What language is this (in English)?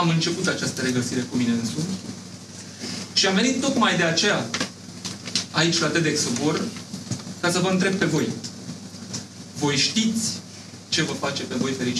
Romanian